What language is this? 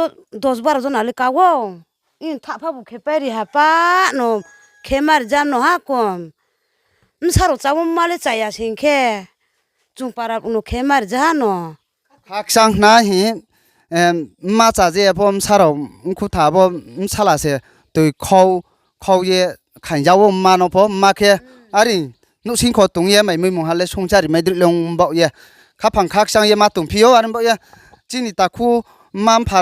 Riang (India)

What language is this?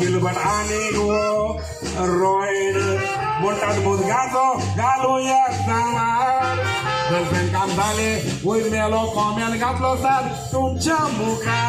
Konkani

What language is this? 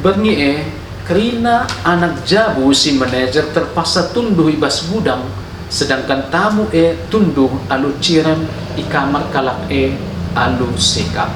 Batak Karo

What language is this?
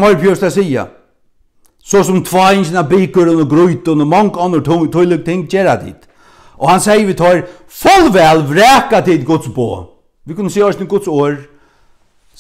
Faroese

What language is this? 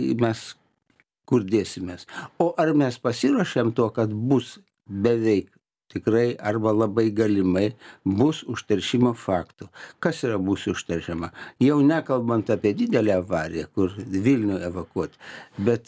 Lithuanian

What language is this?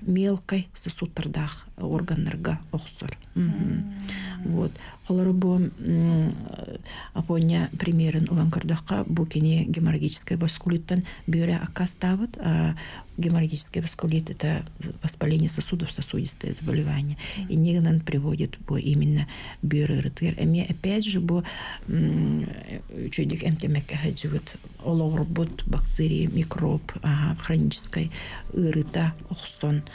Yakut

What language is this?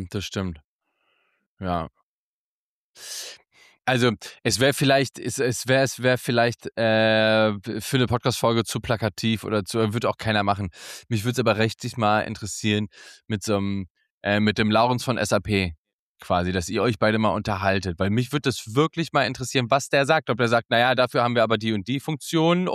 German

